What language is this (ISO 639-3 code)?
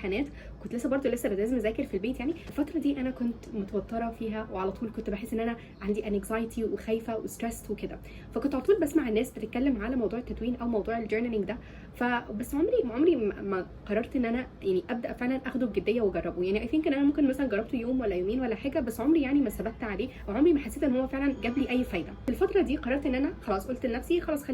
arz